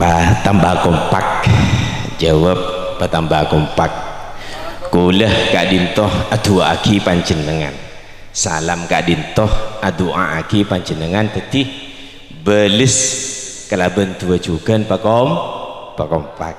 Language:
Madurese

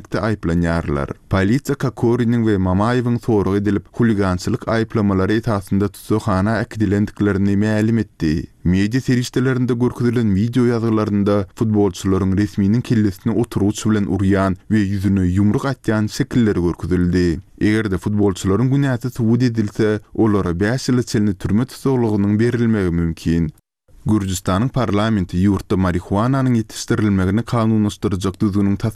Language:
Turkmen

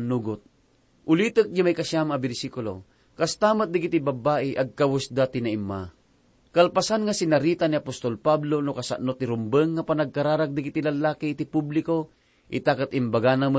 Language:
Iloko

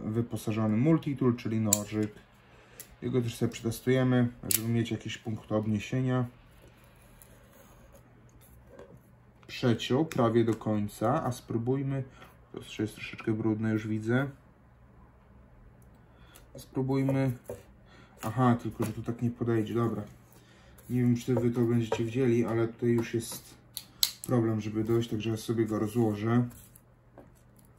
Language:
Polish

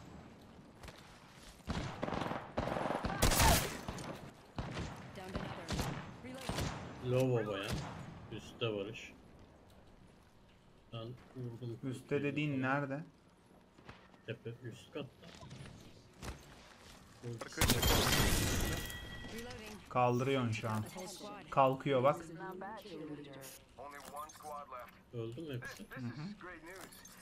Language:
Turkish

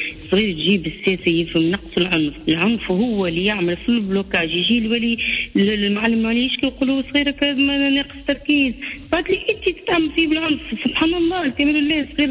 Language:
Tunisian Arabic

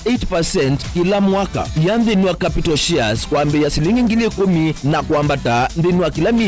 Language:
Kamba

